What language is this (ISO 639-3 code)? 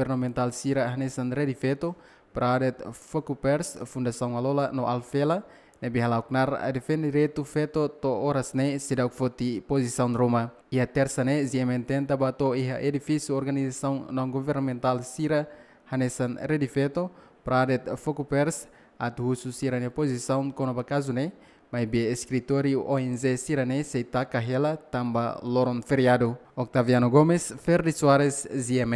tet